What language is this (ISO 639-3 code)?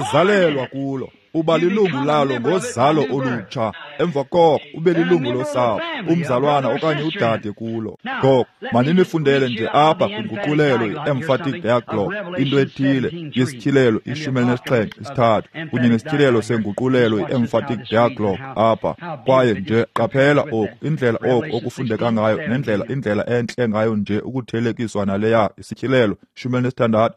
xho